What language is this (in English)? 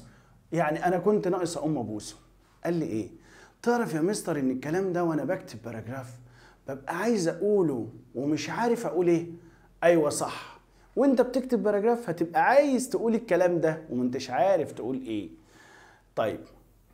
Egyptian Arabic